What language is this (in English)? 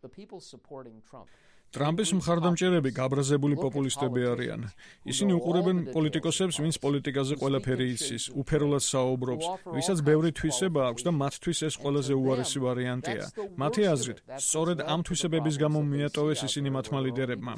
Georgian